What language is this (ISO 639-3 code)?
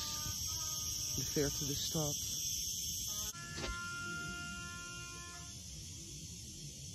nld